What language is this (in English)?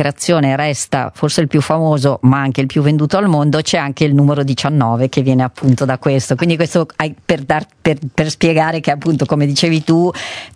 Italian